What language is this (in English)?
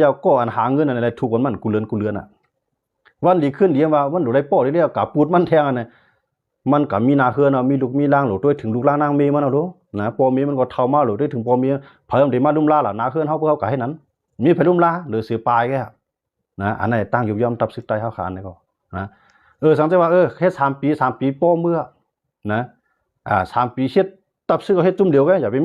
Shan